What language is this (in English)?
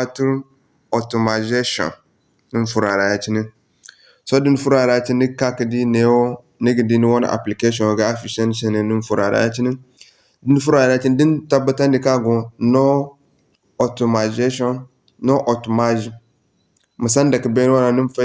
Zarma